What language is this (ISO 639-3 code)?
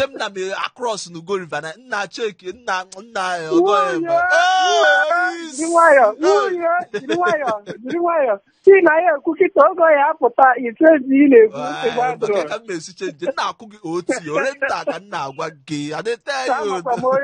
ibo